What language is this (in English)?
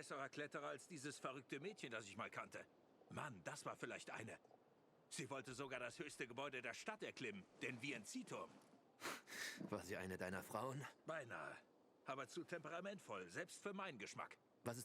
Swiss German